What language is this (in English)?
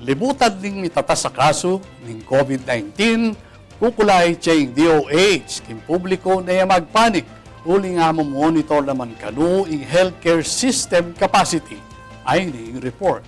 Pampanga